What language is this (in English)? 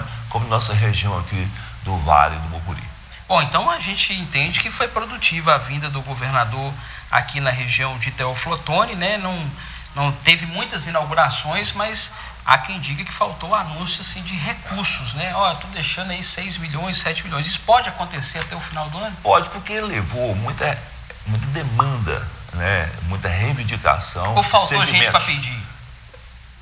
Portuguese